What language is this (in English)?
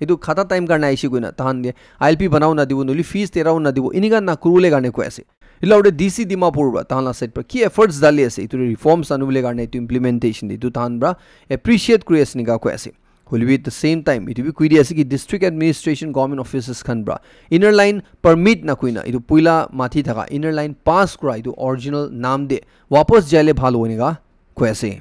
Naga Pidgin